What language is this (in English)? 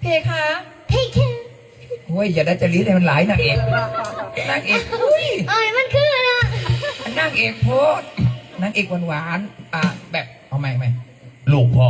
Northeastern Thai